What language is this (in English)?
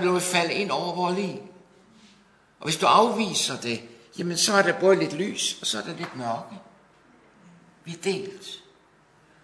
Danish